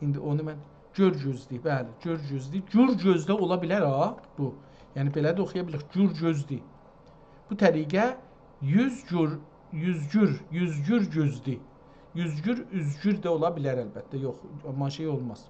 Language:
South Azerbaijani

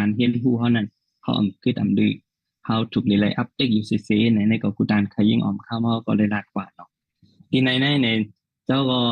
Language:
Shan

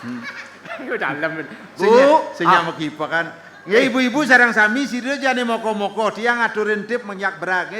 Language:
Balinese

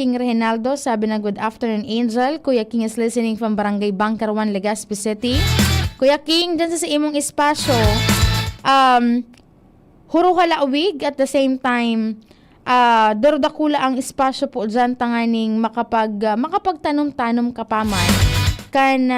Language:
Bikol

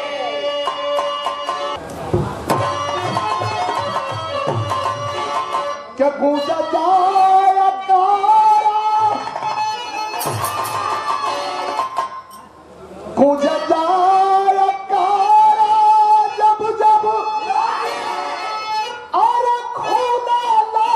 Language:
Bhojpuri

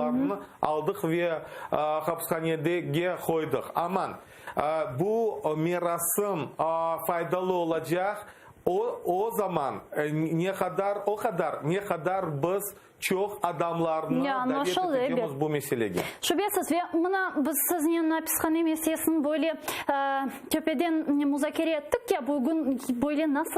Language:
Crimean Tatar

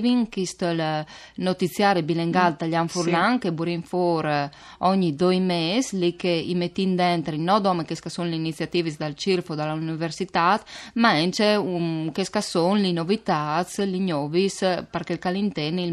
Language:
Friulian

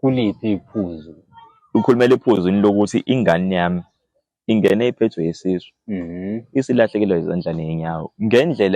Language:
Zulu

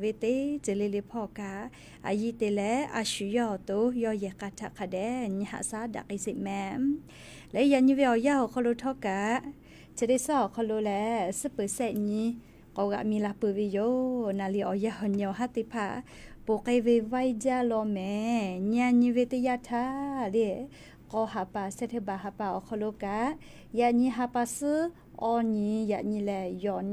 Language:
Lahu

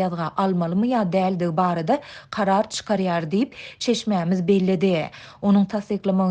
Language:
Turkmen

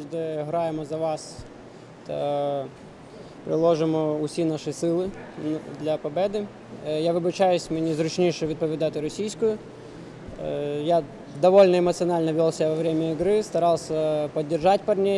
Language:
Ukrainian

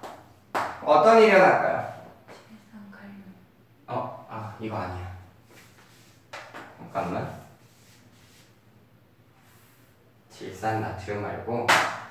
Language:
Korean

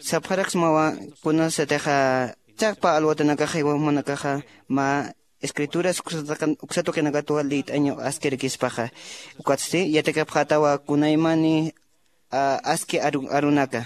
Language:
Aymara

